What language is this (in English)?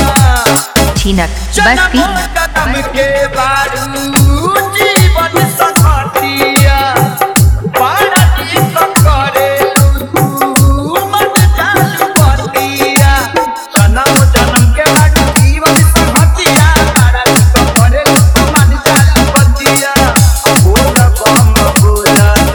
Bhojpuri